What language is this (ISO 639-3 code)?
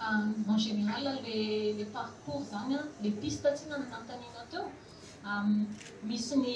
mlg